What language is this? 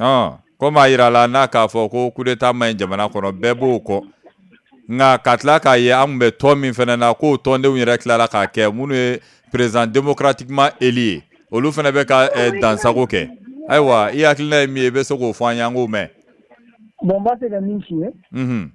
Bambara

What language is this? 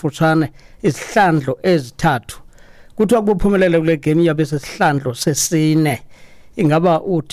Xhosa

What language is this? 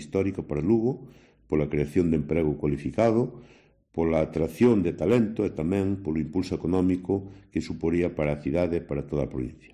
Galician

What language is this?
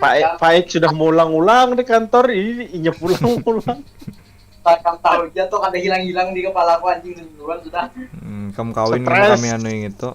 Banjar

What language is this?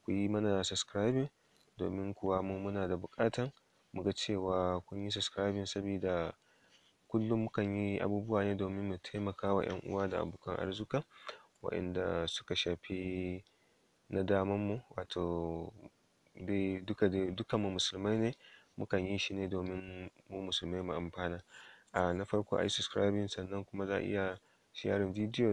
Hausa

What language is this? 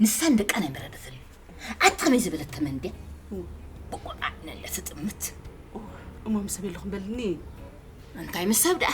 Tigrinya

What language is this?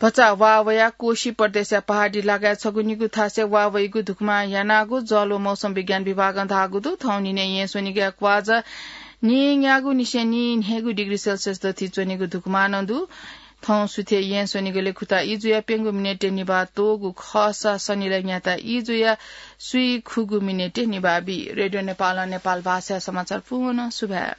Newari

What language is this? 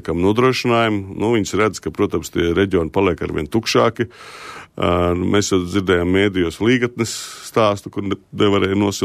Latvian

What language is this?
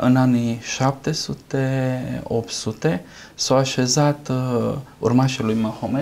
Romanian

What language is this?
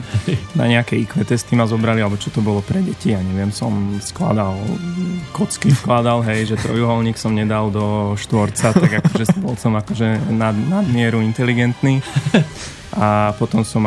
Slovak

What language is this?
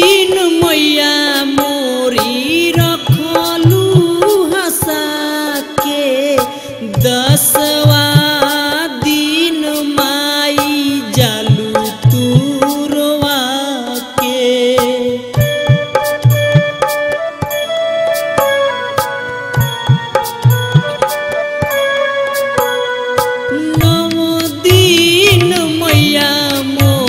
Bhojpuri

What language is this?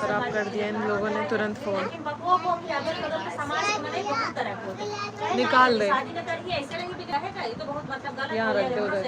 Awadhi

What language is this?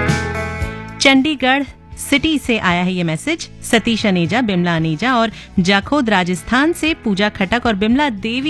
Hindi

